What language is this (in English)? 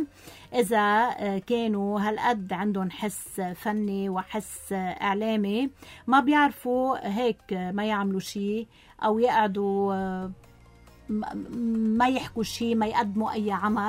North Levantine Arabic